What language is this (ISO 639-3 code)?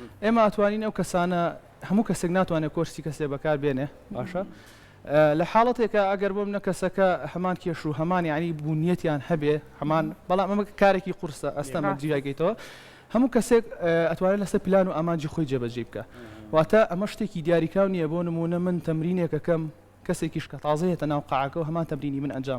ckb